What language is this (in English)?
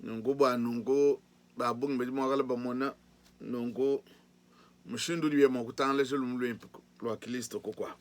Luba-Lulua